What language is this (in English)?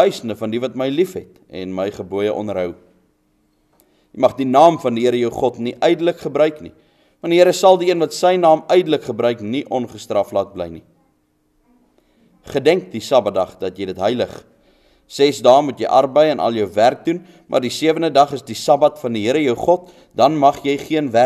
Afrikaans